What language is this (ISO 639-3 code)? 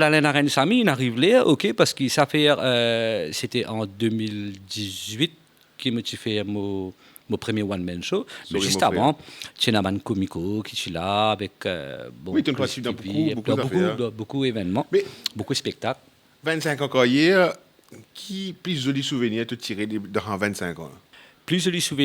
mfe